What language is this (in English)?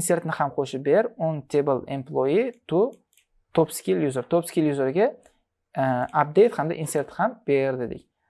Uzbek